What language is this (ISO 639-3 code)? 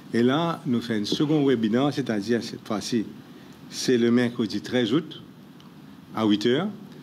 mfe